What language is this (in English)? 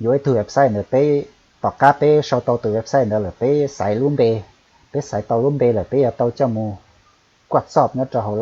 Hmong